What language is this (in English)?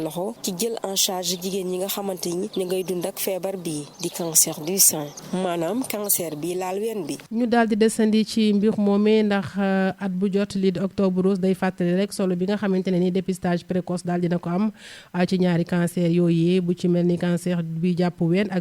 Wolof